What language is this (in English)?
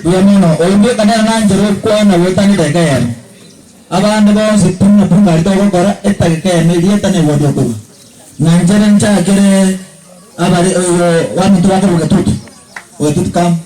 Gusii